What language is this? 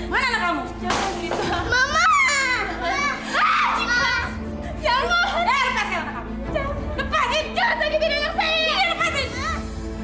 Indonesian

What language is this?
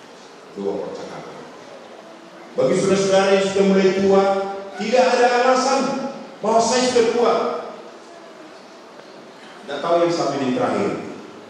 Indonesian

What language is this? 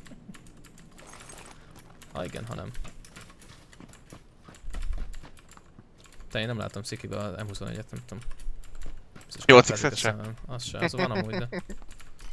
Hungarian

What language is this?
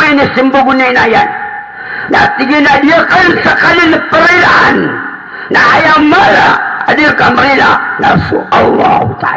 Maranao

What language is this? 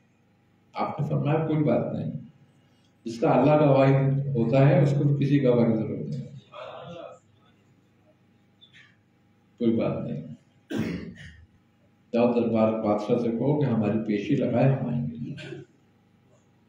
Urdu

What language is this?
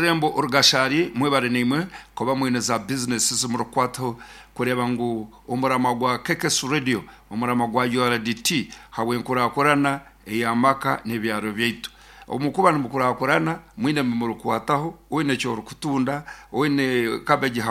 Nyoro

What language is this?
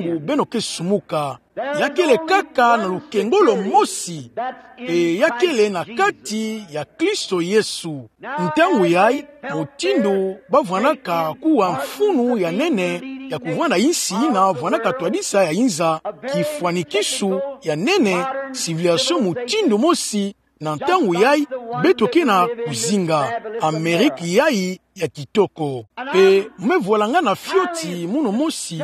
Kituba (Democratic Republic of Congo)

